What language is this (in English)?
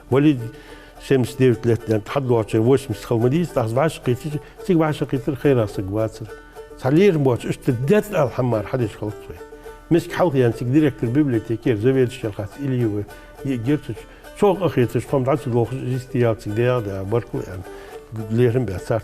Ingush